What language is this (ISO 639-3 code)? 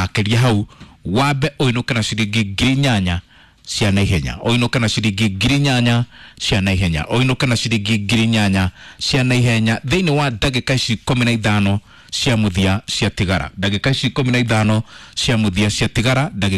kik